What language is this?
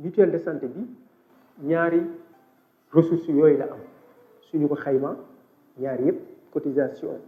Wolof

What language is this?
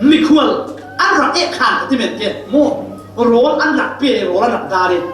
Falam Chin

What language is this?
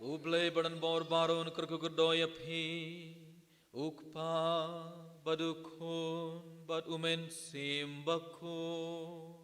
Khasi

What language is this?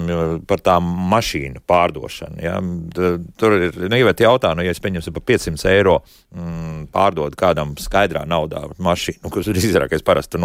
Latvian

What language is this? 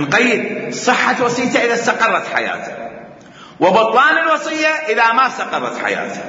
Mesopotamian Arabic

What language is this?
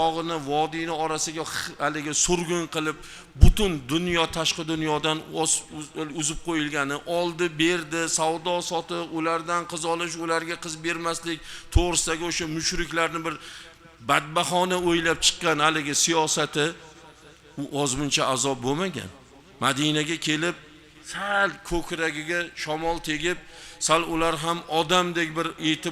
Uzbek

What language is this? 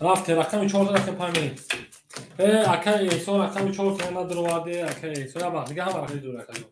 Tajik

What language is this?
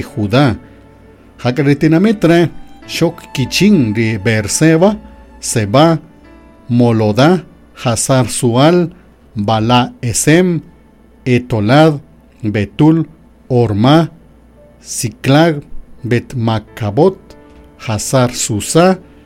Kaqchikel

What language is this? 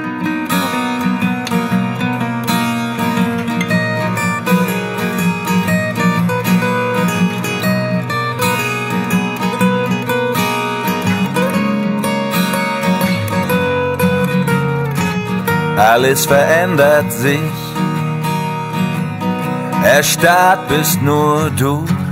German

